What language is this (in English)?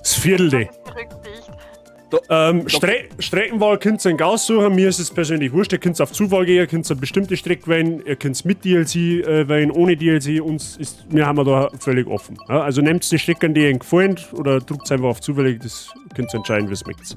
Bavarian